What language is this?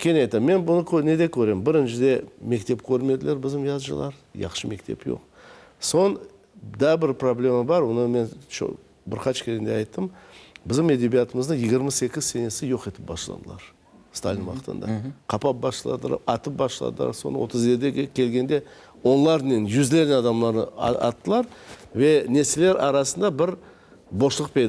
Crimean Tatar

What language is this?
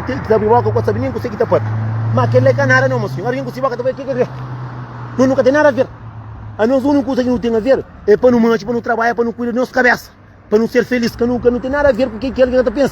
Kabuverdianu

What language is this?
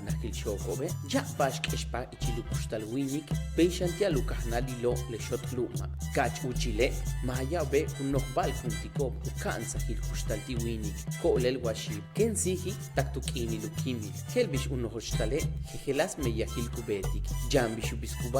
Yucateco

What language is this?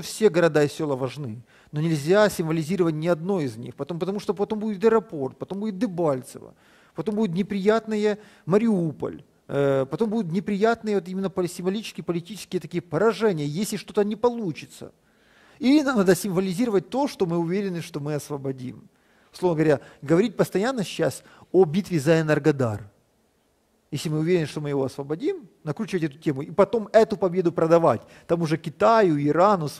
Russian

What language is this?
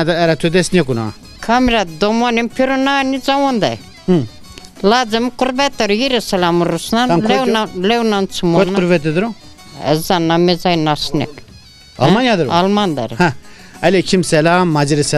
Zaza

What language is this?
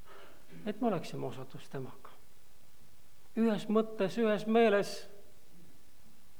Estonian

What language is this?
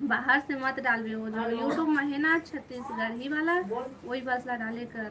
Chhattisgarhi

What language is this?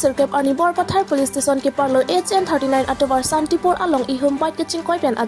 Karbi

